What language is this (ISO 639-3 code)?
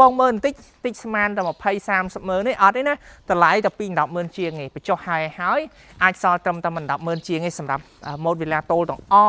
khm